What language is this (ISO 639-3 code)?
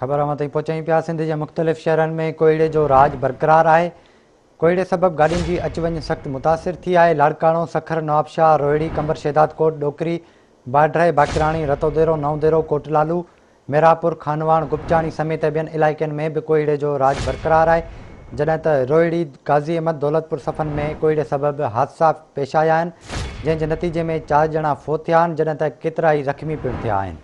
snd